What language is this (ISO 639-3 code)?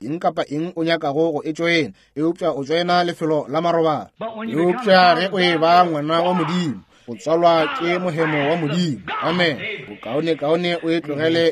nso